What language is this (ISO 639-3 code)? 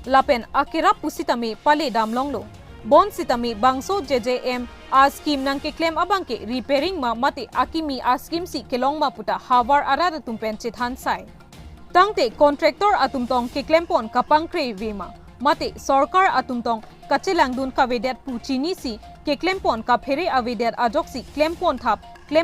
mjw